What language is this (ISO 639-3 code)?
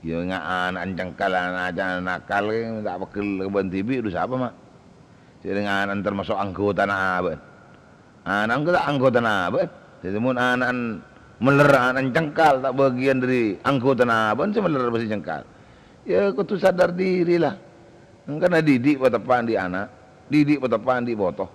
mad